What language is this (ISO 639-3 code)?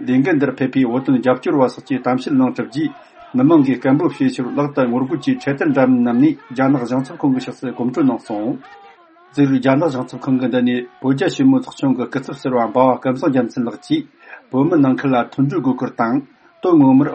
bod